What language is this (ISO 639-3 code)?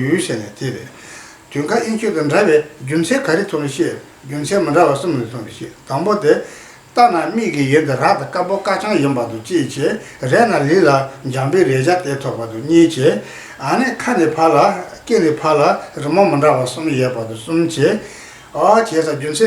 bod